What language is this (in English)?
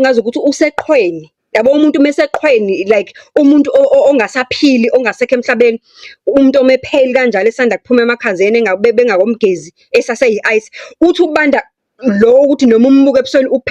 Zulu